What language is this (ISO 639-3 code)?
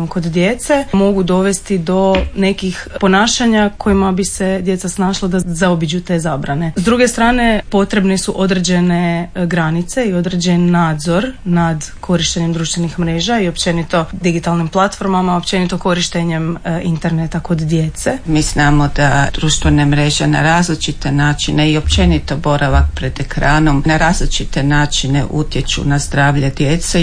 hrv